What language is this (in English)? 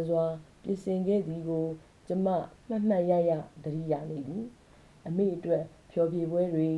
Burmese